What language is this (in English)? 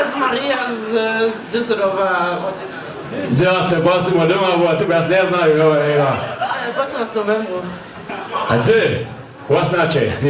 Upper Sorbian